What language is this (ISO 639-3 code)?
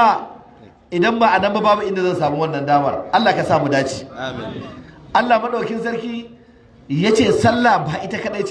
hau